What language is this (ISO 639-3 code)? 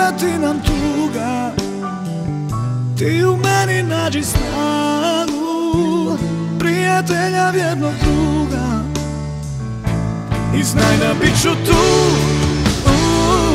hrv